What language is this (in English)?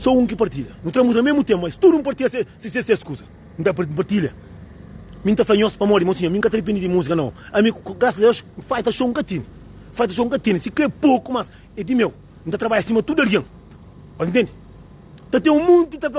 Kabuverdianu